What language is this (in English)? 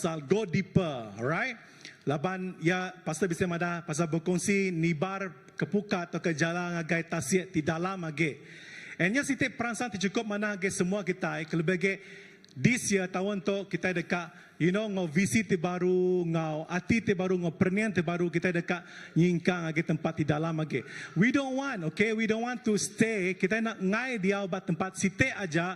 Iban